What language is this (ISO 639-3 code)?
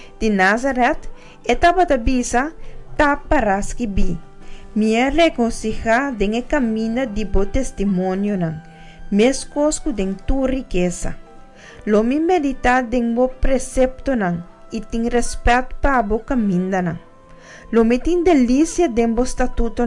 pap